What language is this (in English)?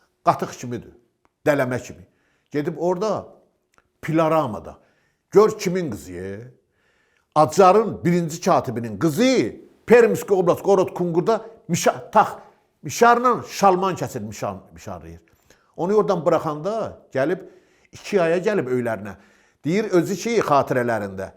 Azerbaijani